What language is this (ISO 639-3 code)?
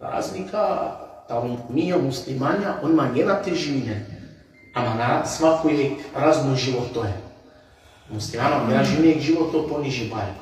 rmn